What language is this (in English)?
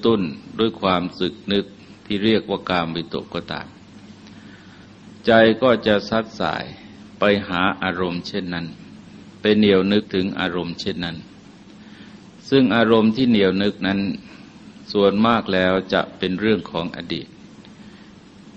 Thai